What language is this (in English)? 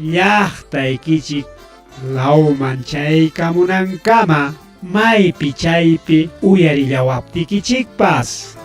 Ayacucho Quechua